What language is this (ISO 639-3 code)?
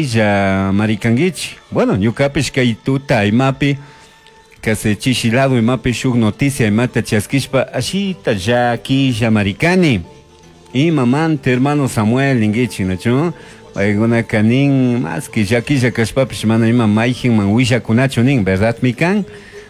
qug